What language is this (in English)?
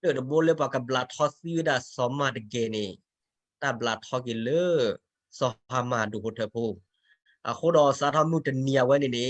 S'gaw Karen